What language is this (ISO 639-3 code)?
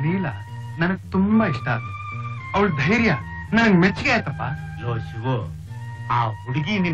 kan